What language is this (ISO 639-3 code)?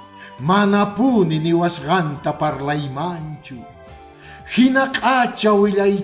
que